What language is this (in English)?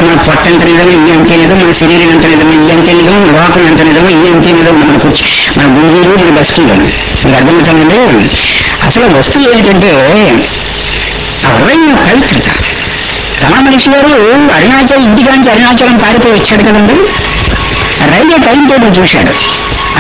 Telugu